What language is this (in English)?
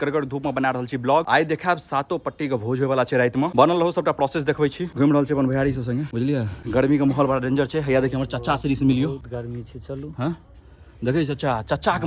Maithili